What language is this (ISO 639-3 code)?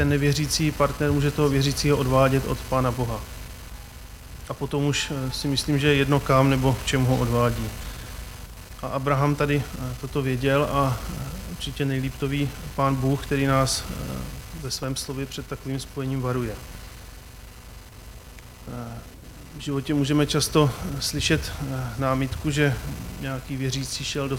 ces